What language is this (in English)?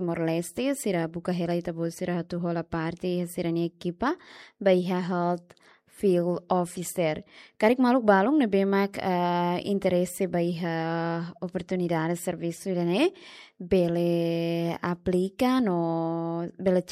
Tetum